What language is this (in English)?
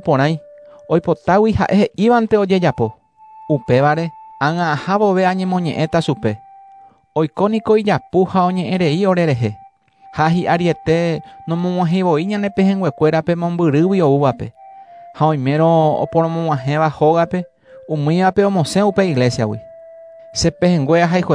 Guarani